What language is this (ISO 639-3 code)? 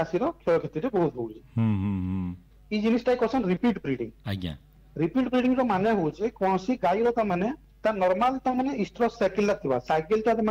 ori